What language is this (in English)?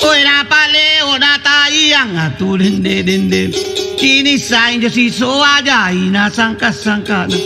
Makasar